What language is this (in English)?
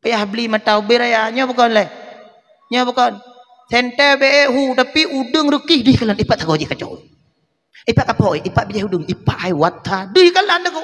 Achinese